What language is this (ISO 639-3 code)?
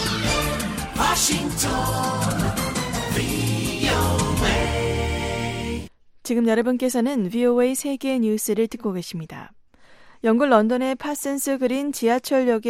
kor